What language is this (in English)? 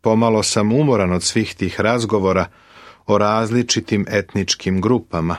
Serbian